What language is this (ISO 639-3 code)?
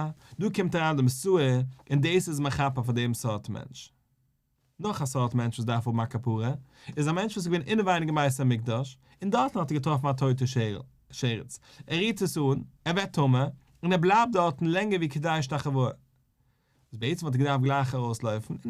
yid